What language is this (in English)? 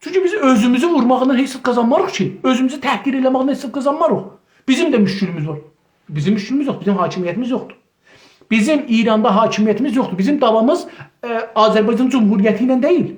South Azerbaijani